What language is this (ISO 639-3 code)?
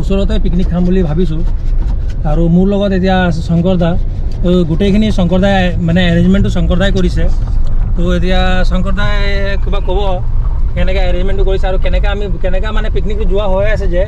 asm